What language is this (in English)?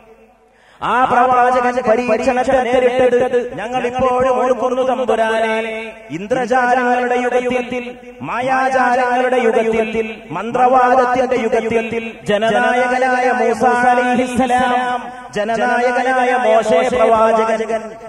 Malayalam